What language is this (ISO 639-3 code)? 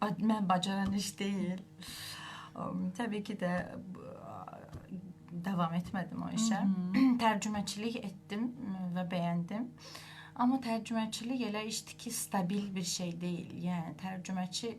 aze